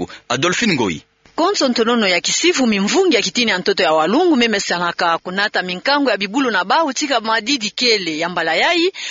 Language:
Kituba (Democratic Republic of Congo)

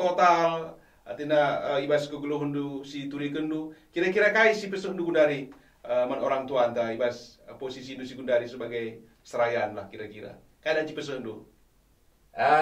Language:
Batak Karo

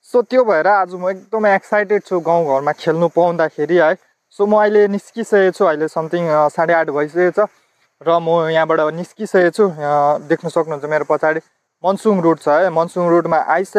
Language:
Nepali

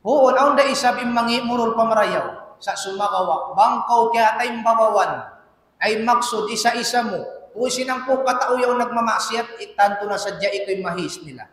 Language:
Tausug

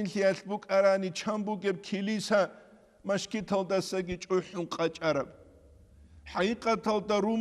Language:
Avaric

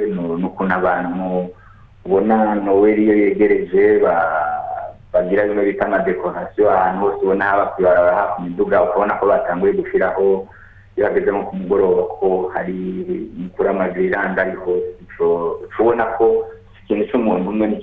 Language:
Rundi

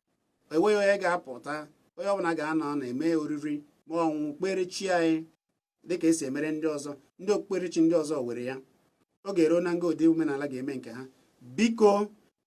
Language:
Igbo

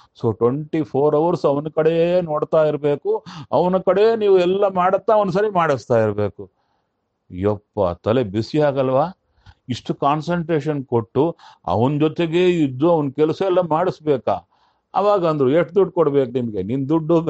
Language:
Kannada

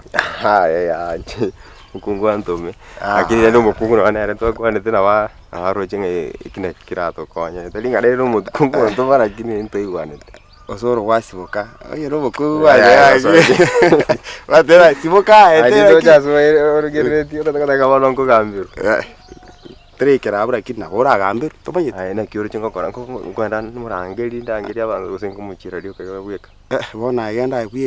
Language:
Gusii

